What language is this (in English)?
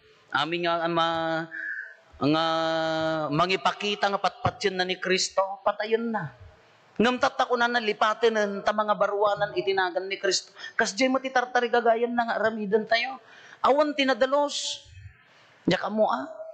Iloko